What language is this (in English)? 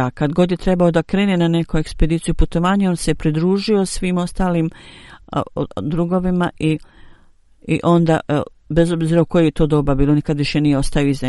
Bosnian